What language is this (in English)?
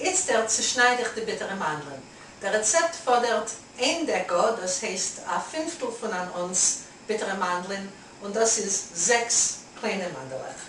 Yiddish